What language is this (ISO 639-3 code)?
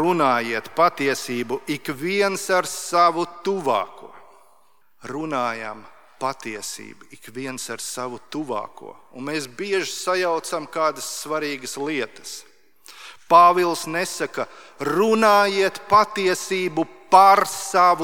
lav